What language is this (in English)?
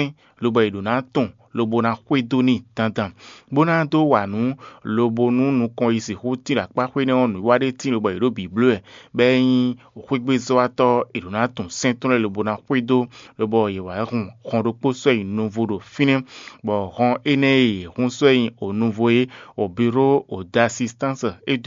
Fon